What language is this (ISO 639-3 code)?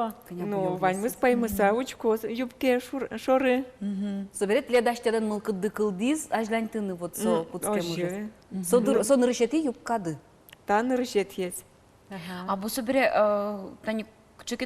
udm